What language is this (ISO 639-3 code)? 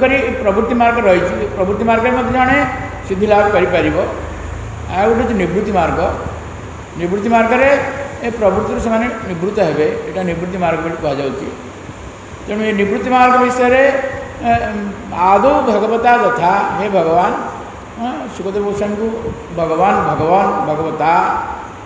ori